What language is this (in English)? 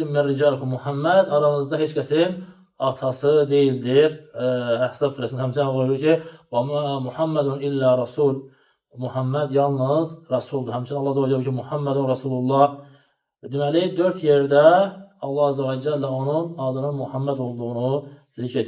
Azerbaijani